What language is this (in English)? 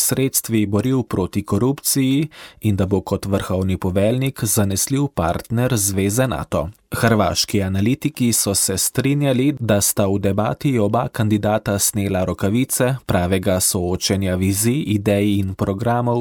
Slovenian